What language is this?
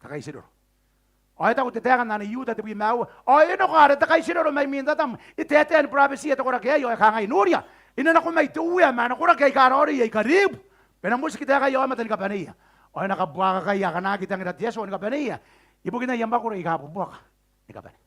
Gilbertese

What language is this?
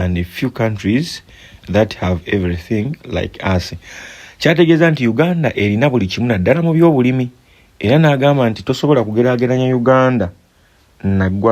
Ganda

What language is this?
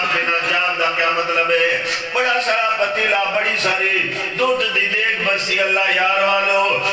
Saraiki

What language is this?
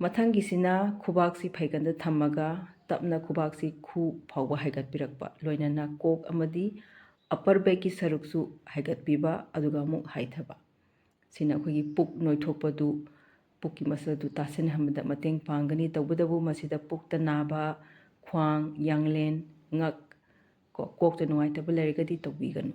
Manipuri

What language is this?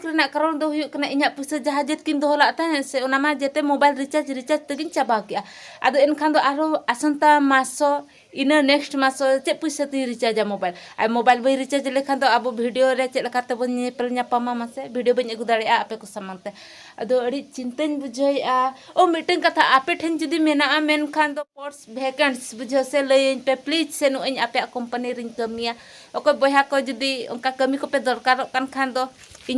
Santali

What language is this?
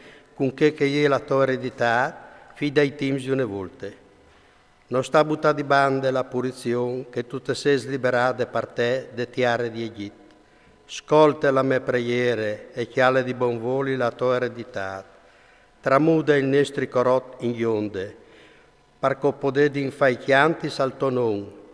Friulian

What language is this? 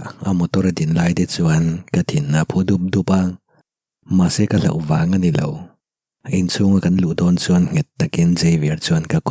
Mizo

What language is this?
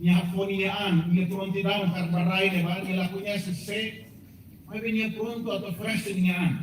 Tetum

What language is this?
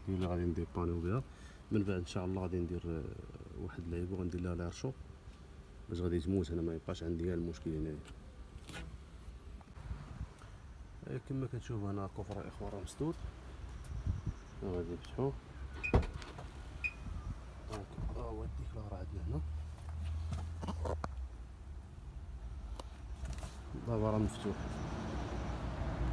Moroccan Arabic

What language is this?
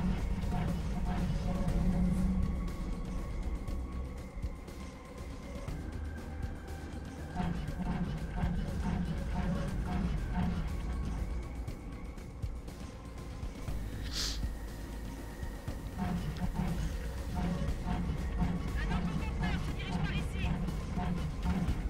French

